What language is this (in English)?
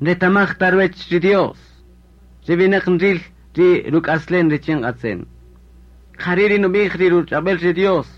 Kaqchikel